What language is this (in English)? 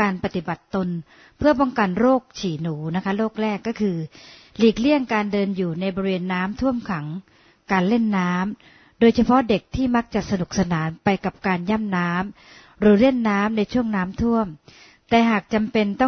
Thai